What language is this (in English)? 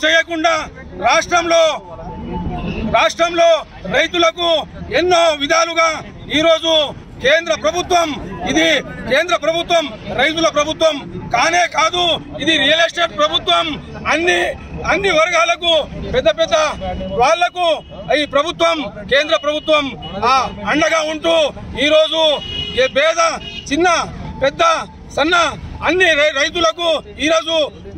Telugu